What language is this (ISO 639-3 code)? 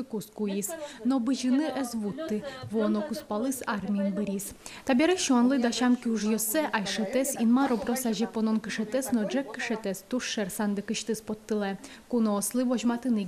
udm